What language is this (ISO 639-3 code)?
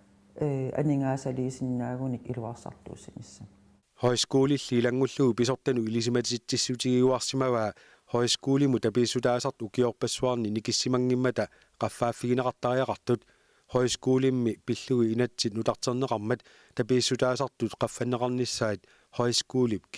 kal